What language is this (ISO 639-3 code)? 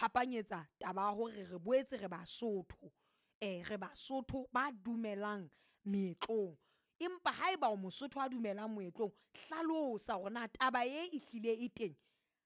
sot